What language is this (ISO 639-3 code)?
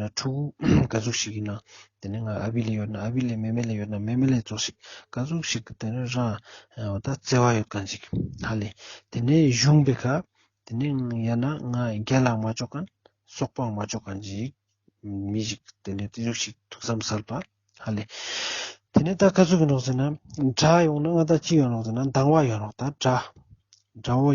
lbj